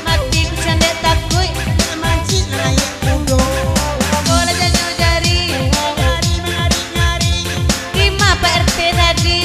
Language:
Minangkabau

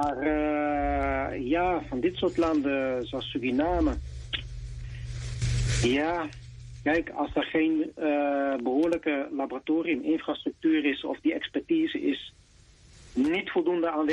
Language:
Dutch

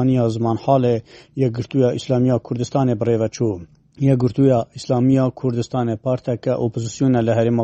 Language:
Kurdish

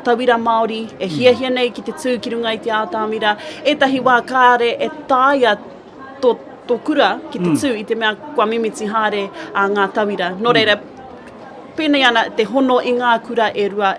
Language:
Māori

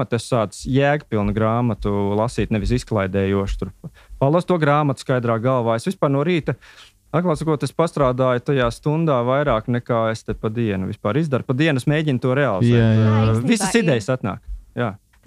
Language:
Latvian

